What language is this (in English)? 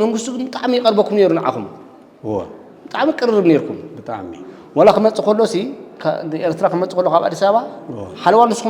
Tigrinya